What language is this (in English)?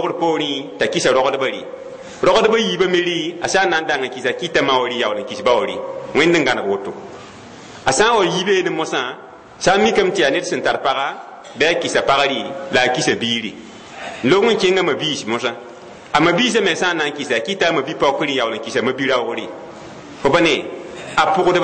Mossi